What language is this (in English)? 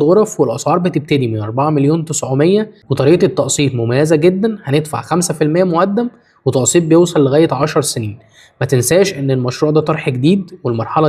Egyptian Arabic